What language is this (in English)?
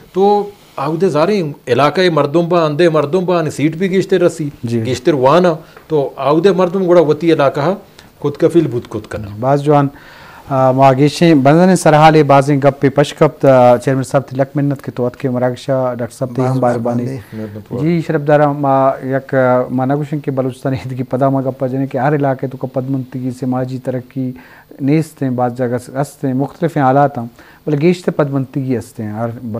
Eastern Balochi